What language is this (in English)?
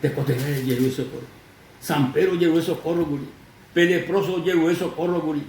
Guarani